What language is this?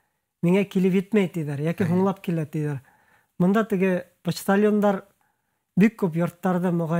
Bashkir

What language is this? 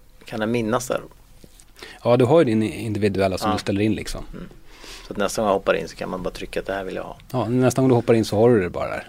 Swedish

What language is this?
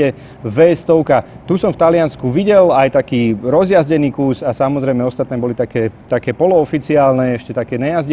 Slovak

